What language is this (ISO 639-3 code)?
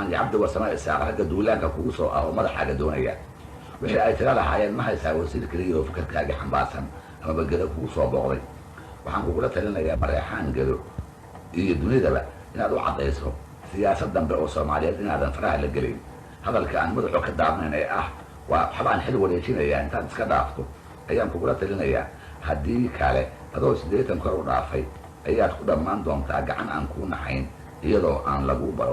som